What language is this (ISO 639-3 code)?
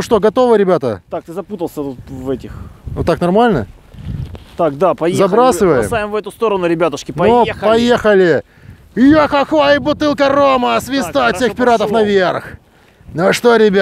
rus